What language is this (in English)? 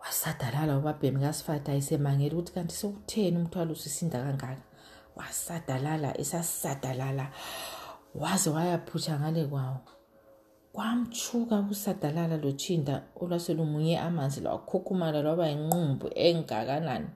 North Ndebele